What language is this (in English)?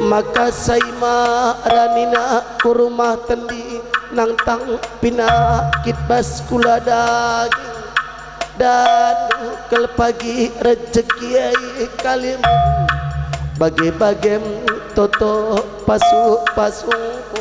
Batak Karo